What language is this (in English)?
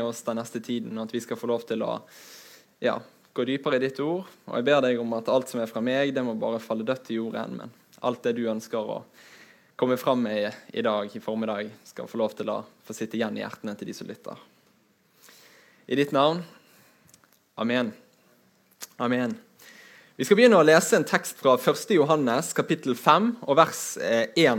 Norwegian